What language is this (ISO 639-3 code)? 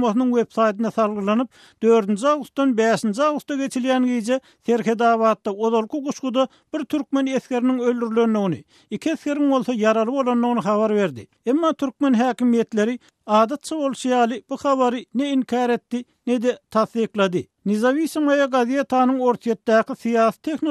tuk